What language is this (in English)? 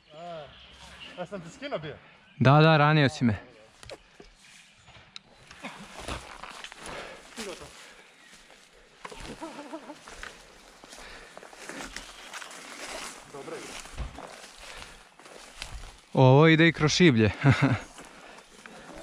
Croatian